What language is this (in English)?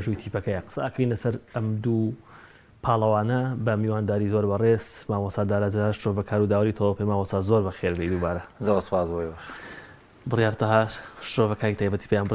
Central Kurdish